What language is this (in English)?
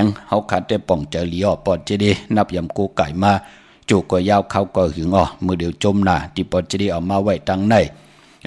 Shan